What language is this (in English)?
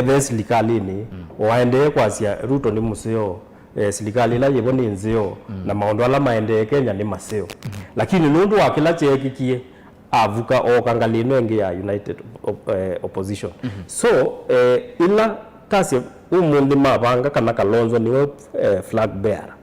Kamba